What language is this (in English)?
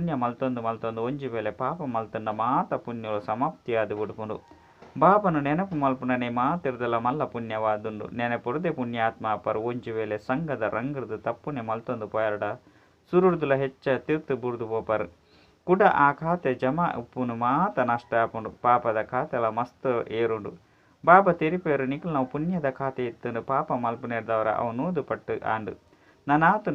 Tulu